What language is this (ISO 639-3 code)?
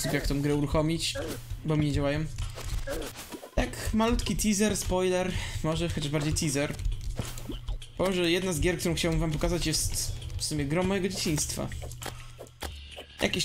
pol